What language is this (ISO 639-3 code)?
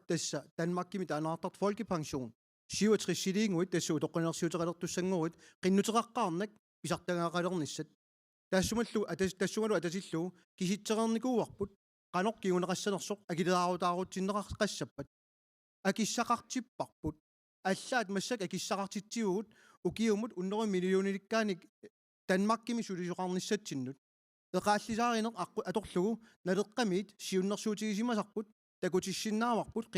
kal